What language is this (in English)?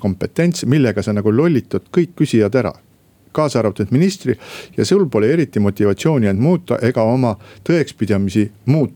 Estonian